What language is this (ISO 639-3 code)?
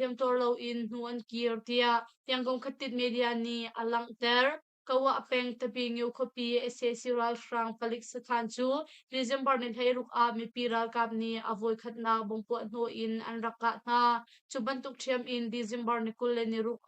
cnh